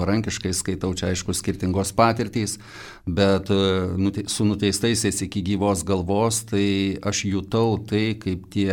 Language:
Lithuanian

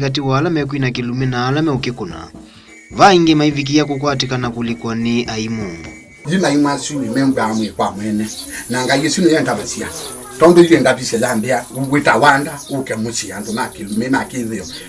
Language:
Kamba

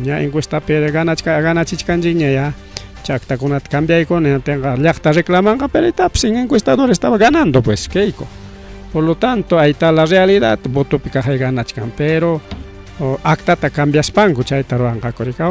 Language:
Ayacucho Quechua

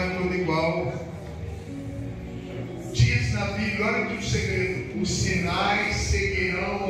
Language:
Portuguese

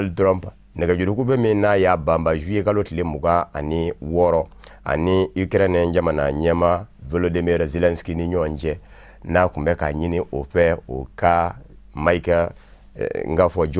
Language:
Bambara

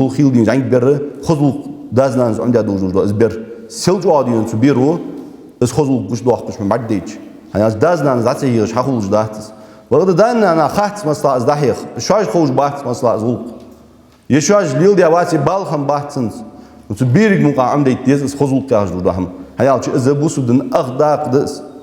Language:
Ingush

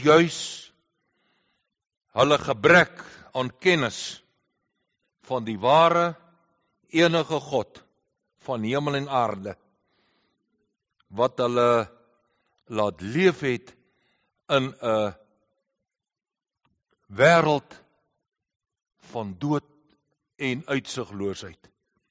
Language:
Afrikaans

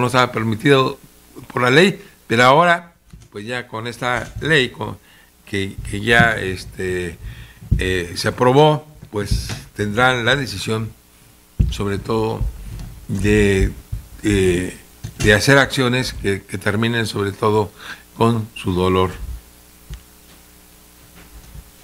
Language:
Spanish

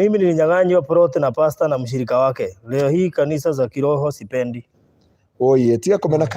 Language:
Kikuyu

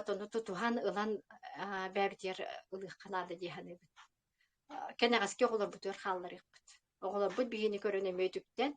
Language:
Yakut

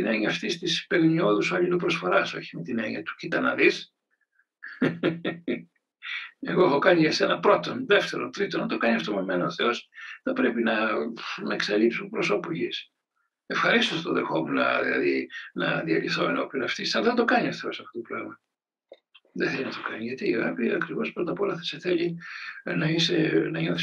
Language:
Greek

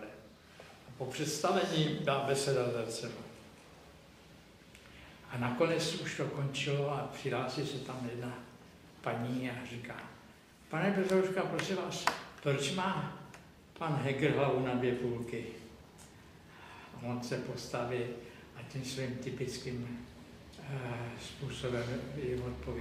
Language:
Czech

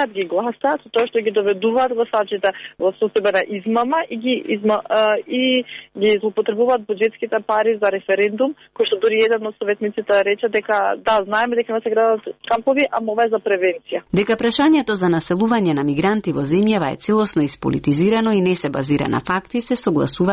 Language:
Macedonian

